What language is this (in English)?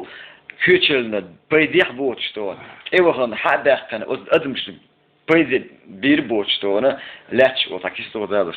Chechen